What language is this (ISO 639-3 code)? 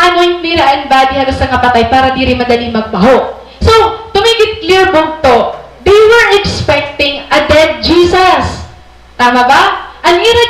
war